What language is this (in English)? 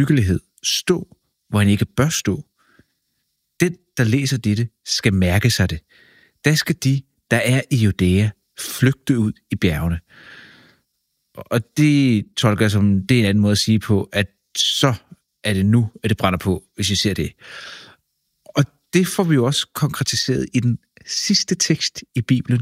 Danish